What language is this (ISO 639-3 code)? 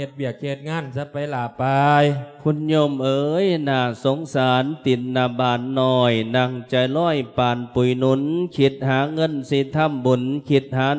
lao